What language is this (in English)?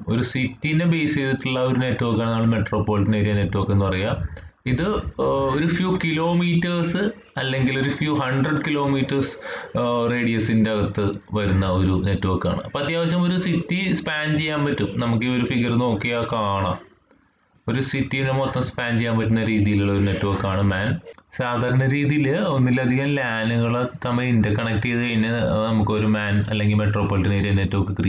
Malayalam